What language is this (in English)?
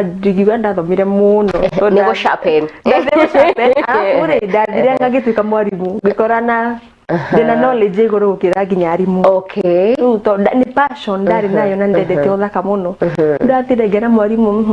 Kikuyu